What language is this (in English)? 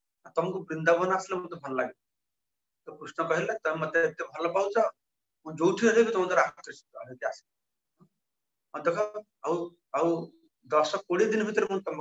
Odia